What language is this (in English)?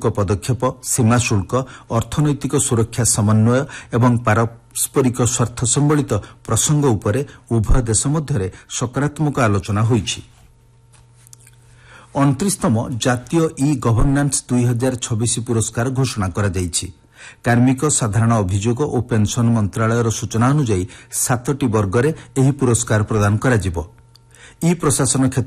Odia